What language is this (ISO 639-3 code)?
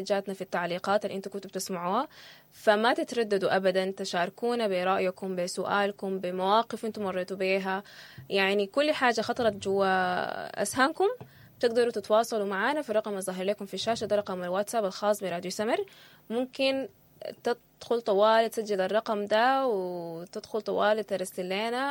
apd